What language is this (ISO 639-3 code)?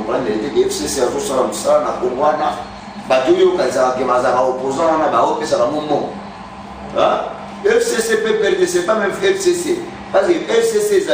lin